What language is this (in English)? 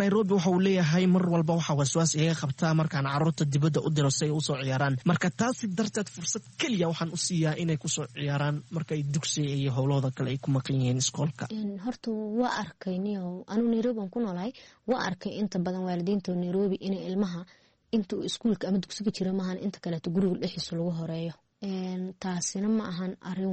Somali